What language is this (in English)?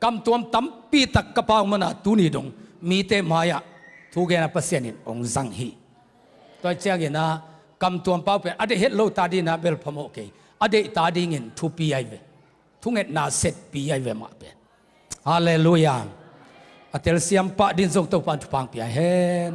Tedim Chin